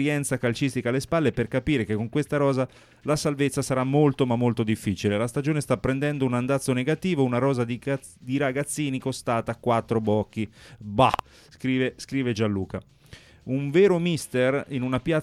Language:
Italian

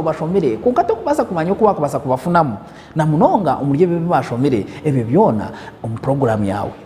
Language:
Nyankole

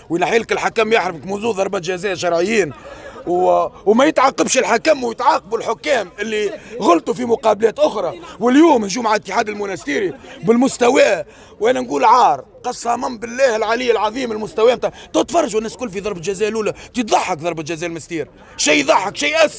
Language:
Tunisian Arabic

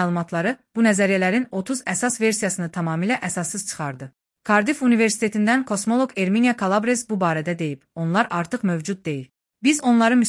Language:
Azerbaijani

